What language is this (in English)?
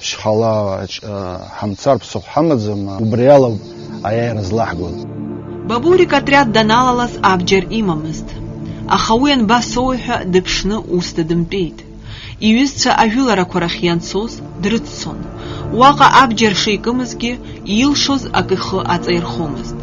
Abkhazian